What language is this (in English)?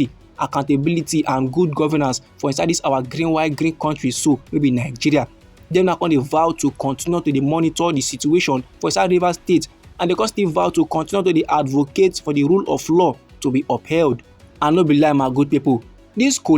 Nigerian Pidgin